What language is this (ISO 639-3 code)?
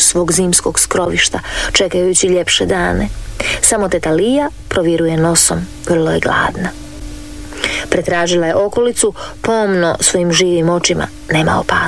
hrv